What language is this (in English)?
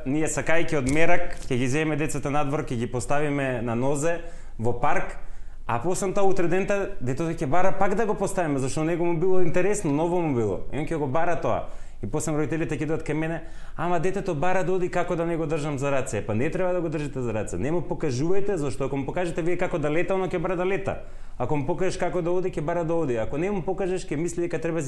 Macedonian